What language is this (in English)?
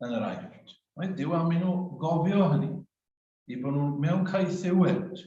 Welsh